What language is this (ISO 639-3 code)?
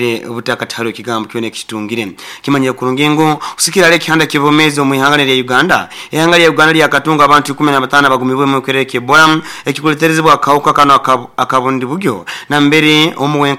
nyo